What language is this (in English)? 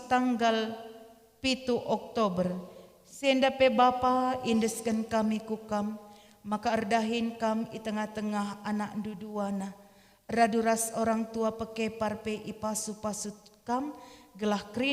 Batak Karo